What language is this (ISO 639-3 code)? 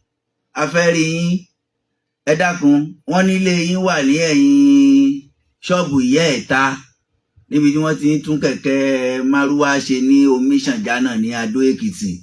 yor